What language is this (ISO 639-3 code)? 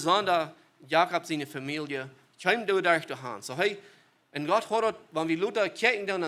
pdt